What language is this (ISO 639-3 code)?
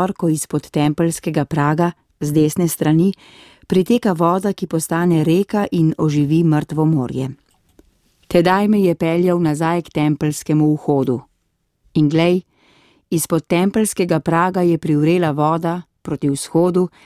slv